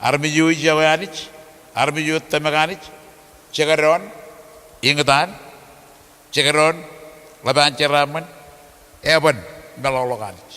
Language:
Marshallese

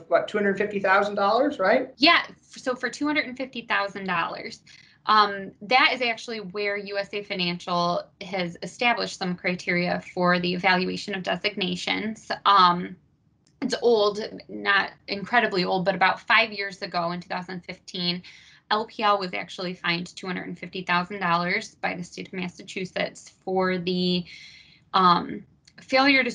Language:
English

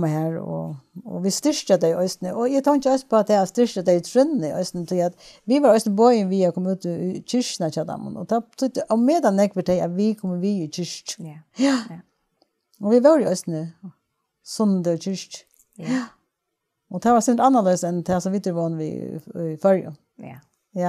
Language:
Faroese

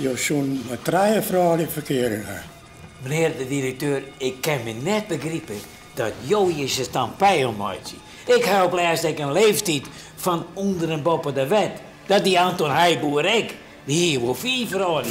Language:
Western Frisian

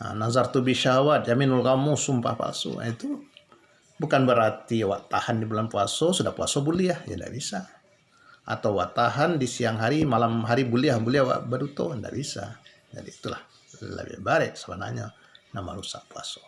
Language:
Minangkabau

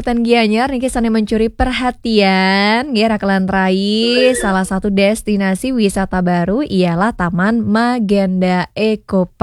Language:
Balinese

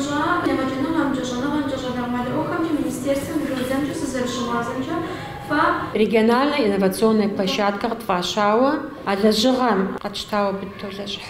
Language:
Kabardian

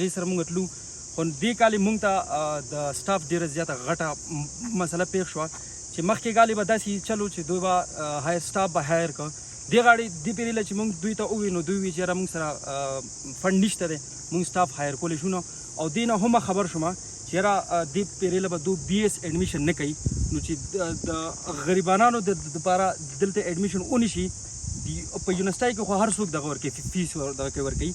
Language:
Pashto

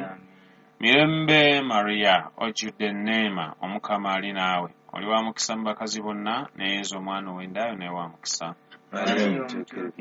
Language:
Ganda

